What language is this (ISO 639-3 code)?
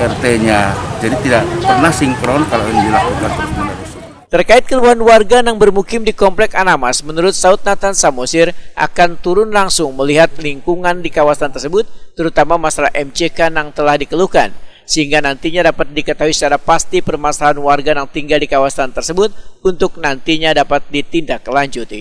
bjn